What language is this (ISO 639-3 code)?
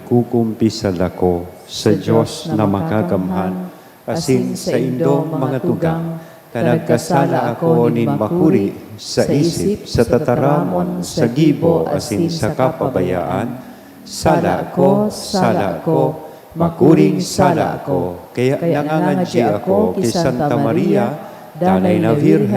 bik